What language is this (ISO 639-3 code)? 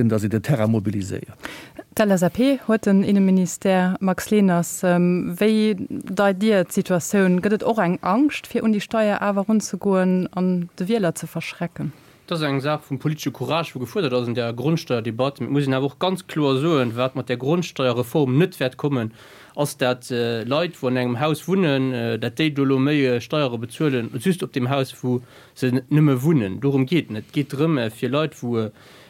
ltz